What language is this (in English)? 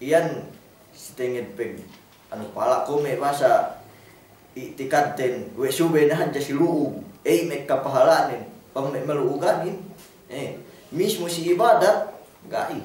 Yakan